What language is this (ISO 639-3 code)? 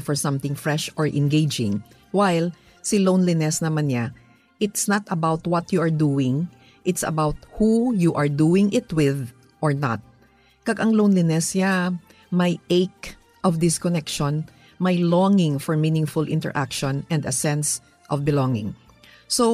hil